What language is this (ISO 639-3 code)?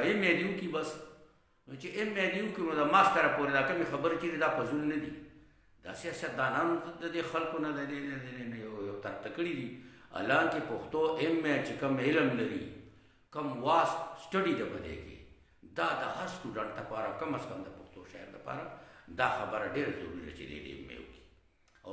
pus